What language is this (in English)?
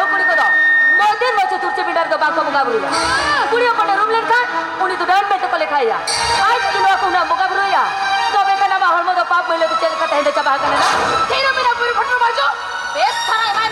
Santali